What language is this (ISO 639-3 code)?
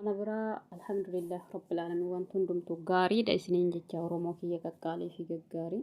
orm